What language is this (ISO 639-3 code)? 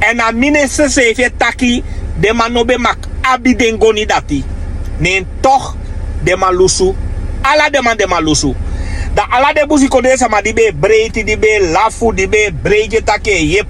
srn